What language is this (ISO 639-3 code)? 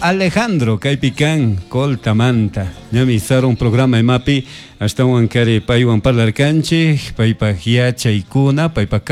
qug